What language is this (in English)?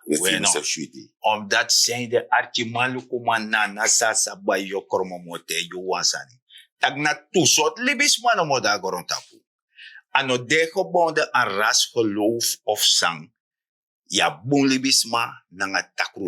Sranan Tongo